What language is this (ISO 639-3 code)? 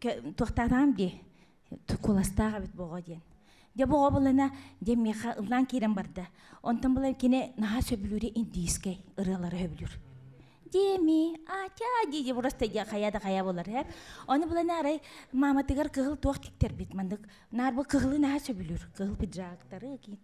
sah